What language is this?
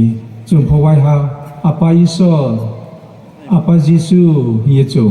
Riang (India)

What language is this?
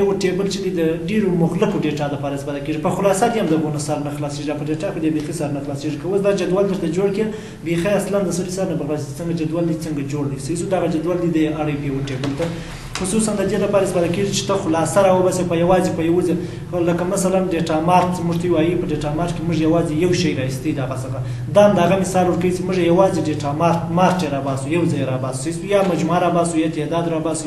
Pashto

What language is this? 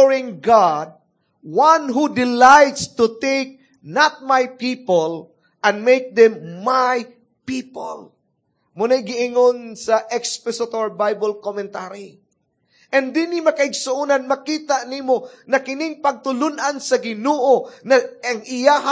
Cebuano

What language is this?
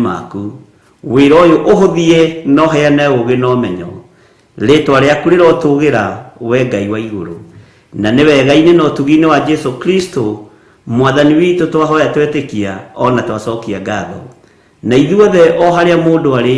Kikuyu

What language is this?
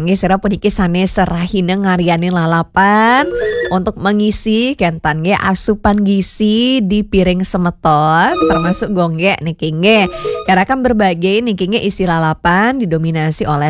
Balinese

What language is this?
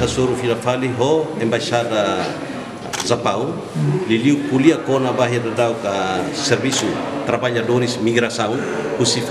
Tetum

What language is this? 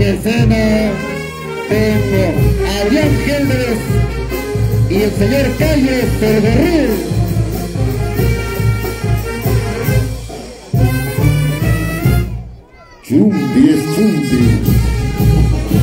Spanish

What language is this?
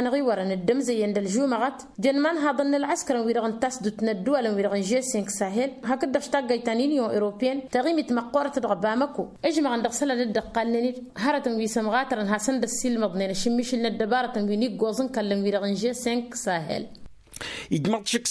Tamasheq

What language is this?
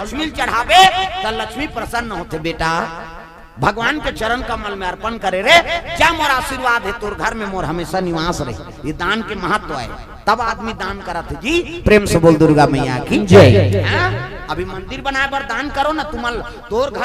Chhattisgarhi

